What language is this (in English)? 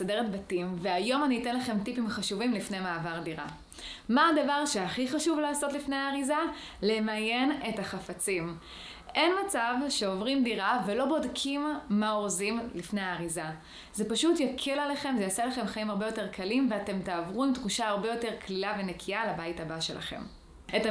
Hebrew